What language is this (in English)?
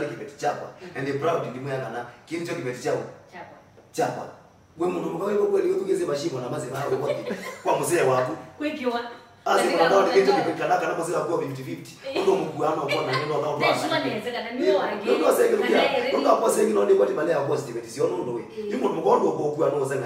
Kamba